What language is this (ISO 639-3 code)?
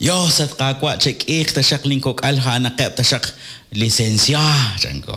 kek